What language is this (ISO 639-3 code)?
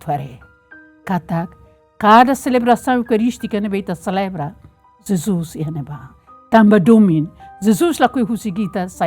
tet